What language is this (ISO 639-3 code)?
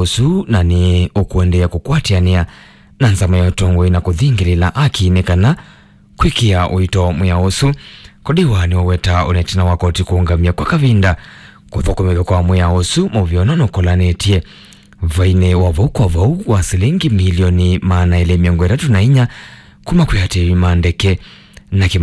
kam